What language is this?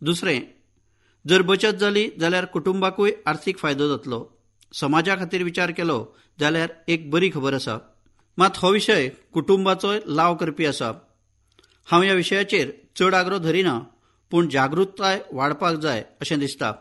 Konkani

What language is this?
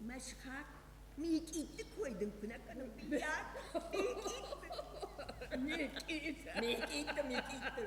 Ossetic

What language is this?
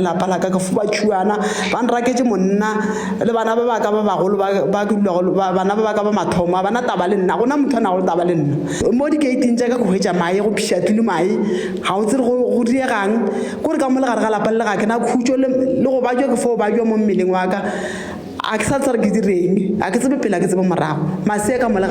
Northern Sotho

